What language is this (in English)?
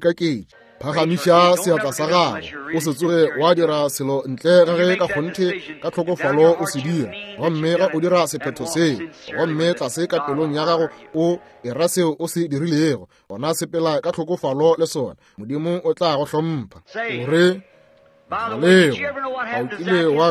Northern Sotho